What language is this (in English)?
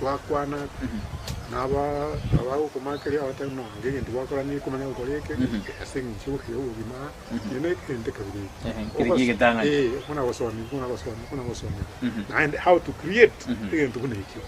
Gusii